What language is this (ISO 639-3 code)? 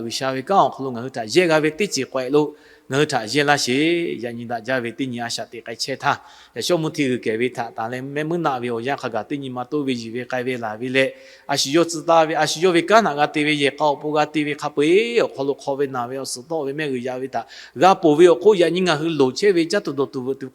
lhu